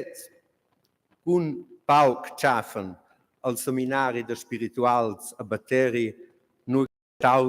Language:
Romansh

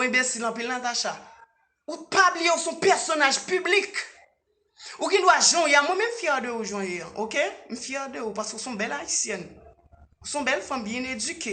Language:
Haitian Creole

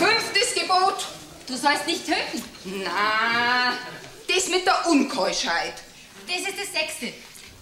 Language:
Bavarian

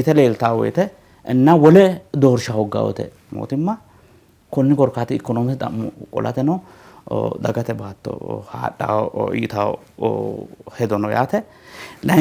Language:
Sidamo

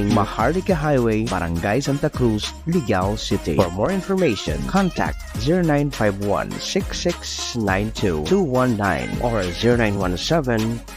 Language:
Bikol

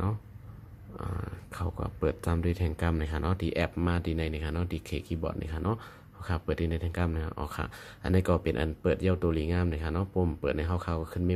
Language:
Shan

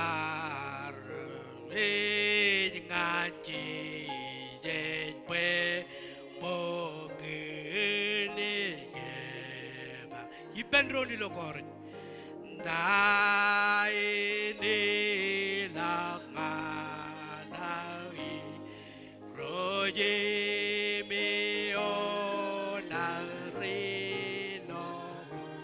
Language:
Marshallese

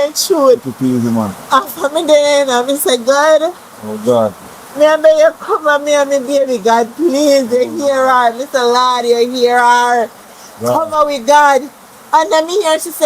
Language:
Jamaican Creole English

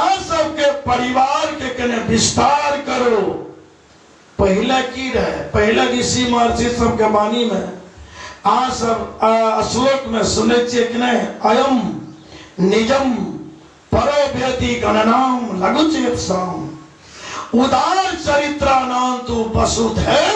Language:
Maithili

